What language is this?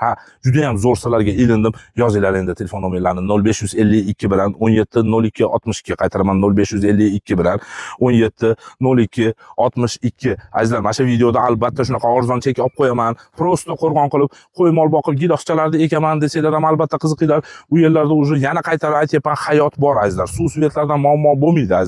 Uzbek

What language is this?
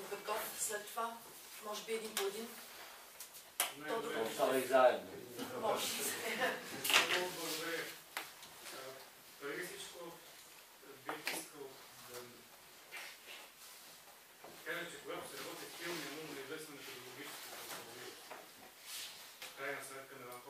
Bulgarian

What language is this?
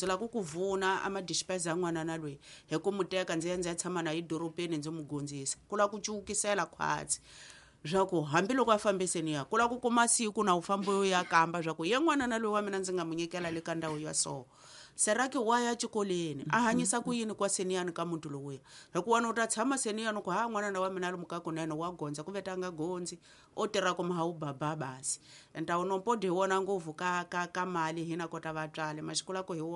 Tsonga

